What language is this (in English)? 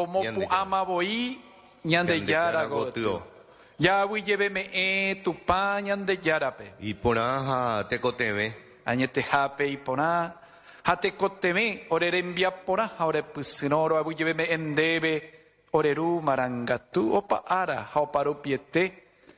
Guarani